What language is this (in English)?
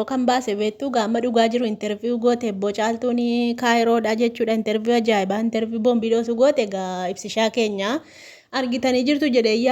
Oromo